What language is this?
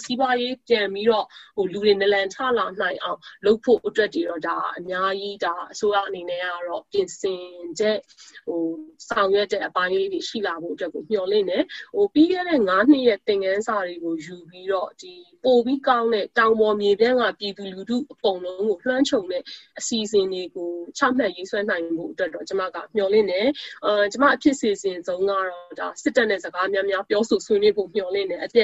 Burmese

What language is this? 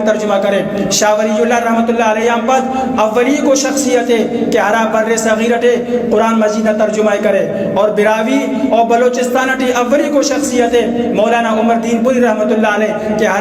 Brahui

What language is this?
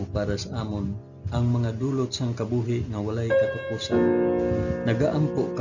Hiligaynon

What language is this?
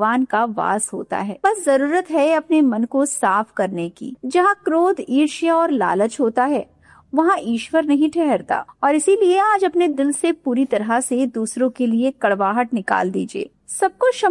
Hindi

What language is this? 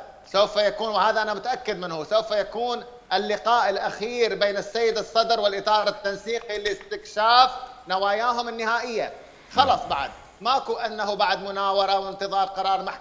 Mesopotamian Arabic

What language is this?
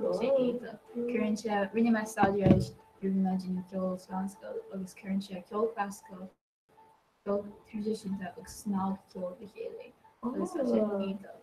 Irish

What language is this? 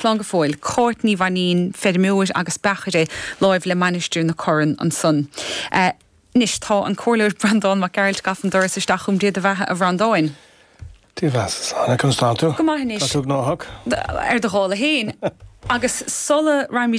Irish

